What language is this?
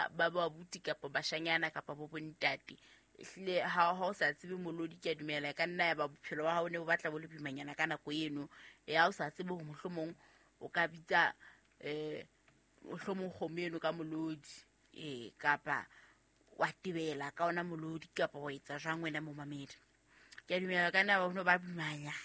Southern Sotho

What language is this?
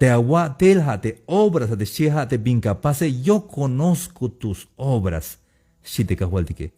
Tzeltal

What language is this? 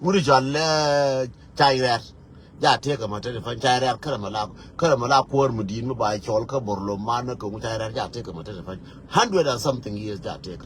Nuer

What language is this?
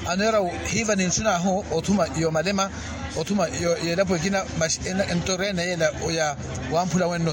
Makhuwa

